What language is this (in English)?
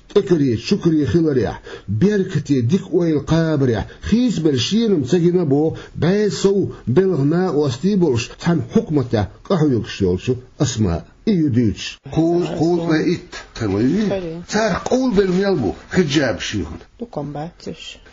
Chechen